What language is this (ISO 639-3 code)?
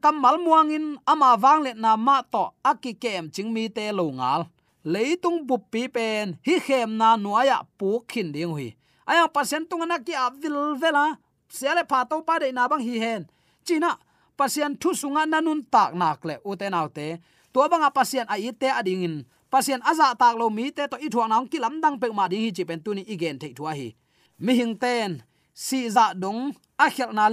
ctd